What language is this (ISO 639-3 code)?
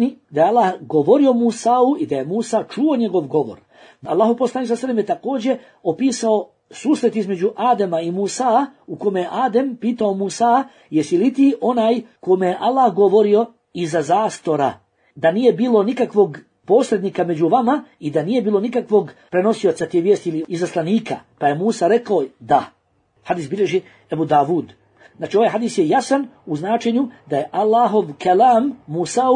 bos